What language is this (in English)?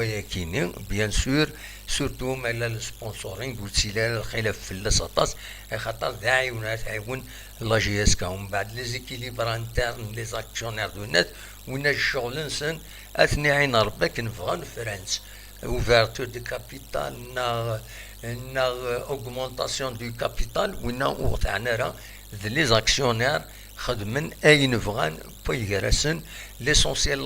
Kabyle